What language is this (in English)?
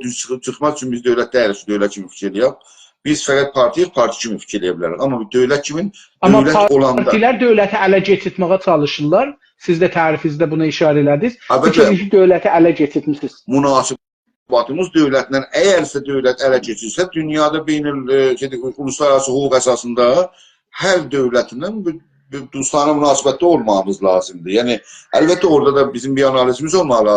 South Azerbaijani